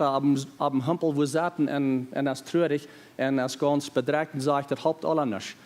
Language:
Plautdietsch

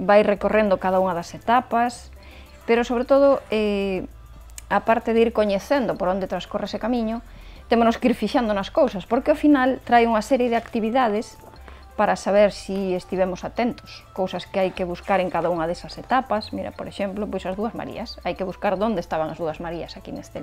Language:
Galician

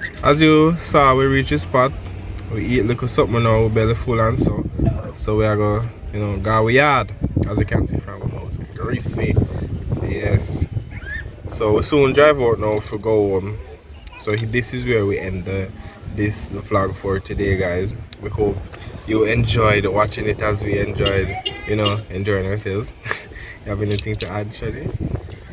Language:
Jamaican Creole English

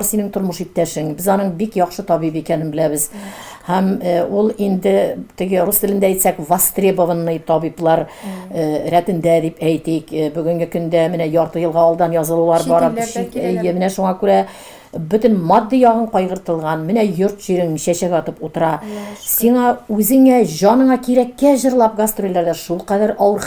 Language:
Tatar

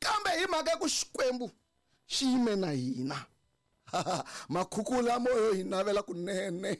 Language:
Tsonga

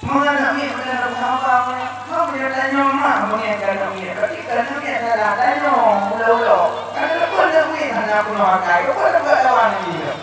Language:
Achinese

